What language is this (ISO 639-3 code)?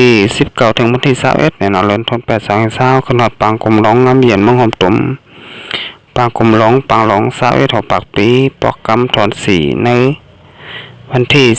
shn